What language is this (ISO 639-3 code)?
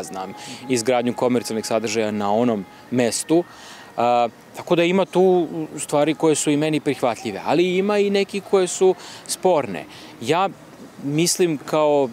srp